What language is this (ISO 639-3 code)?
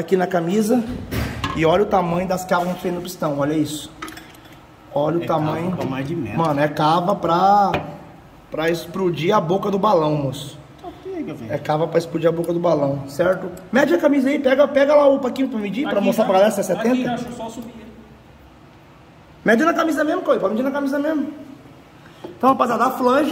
por